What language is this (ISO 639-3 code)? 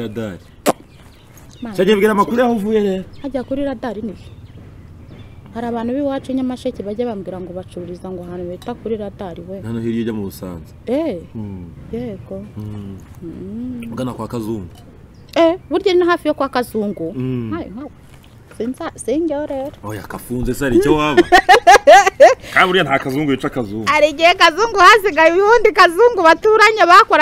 kin